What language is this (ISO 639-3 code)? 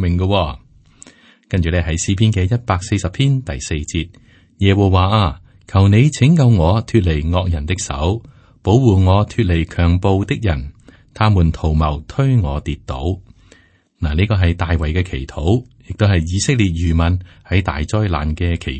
yue